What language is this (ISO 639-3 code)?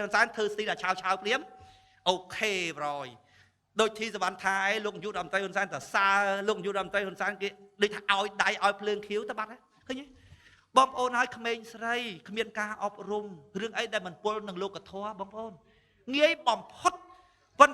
khm